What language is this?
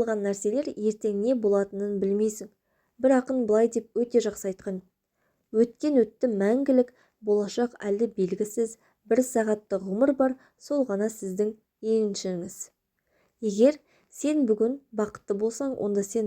Kazakh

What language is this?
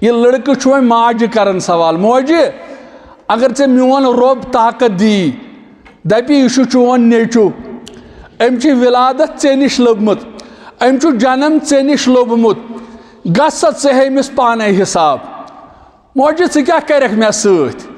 Kashmiri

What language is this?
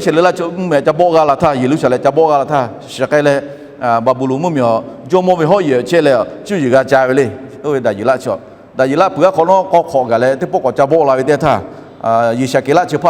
Lahu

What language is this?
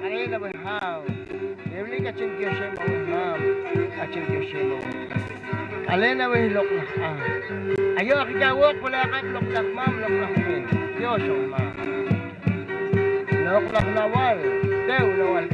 Poqomchi'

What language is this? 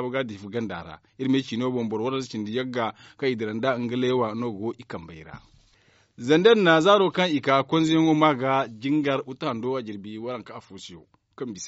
Zarma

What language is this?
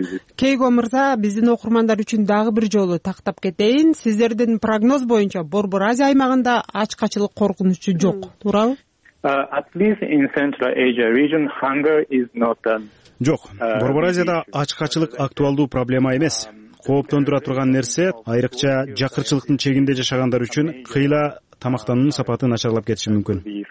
Kyrgyz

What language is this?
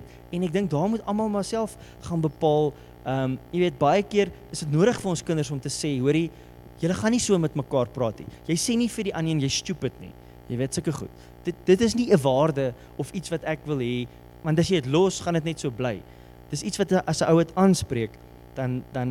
Afrikaans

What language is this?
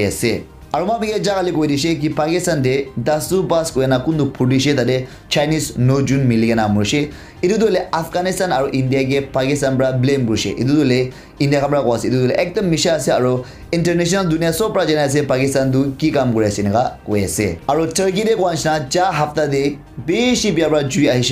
Naga Pidgin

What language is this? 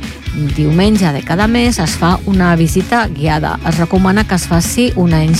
Catalan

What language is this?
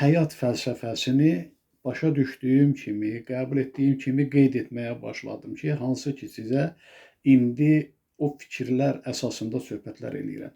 Azerbaijani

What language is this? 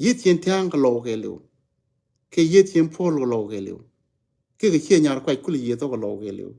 Nuer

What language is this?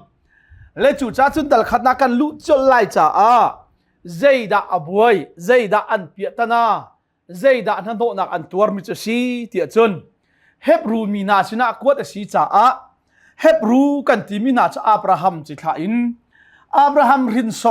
Hakha Chin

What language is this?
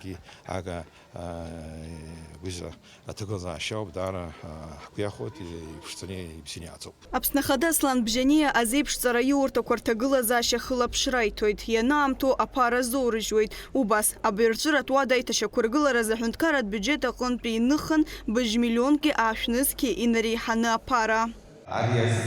Abkhazian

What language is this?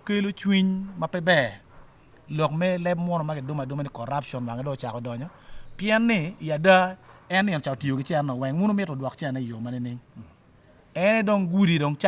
Acoli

